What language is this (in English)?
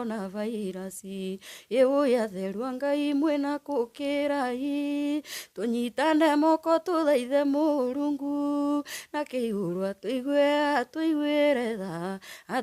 Kikuyu